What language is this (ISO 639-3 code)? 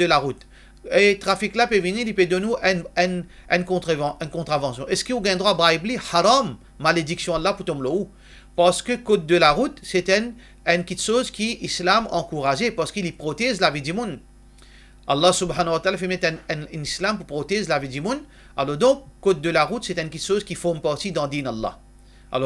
mfe